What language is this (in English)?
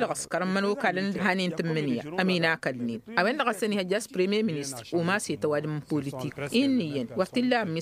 Tamasheq